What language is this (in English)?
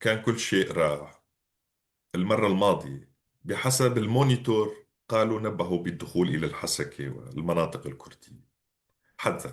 North Levantine Arabic